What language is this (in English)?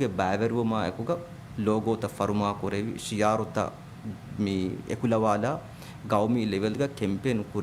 Divehi